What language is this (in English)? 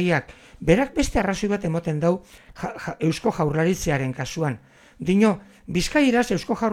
Basque